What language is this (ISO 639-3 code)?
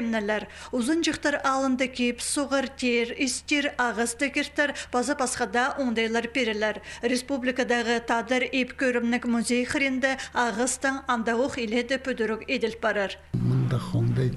kjh